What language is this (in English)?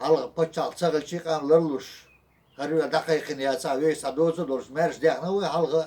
Chechen